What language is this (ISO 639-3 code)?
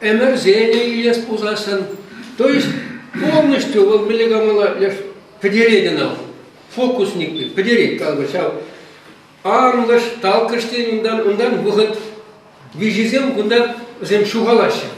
chv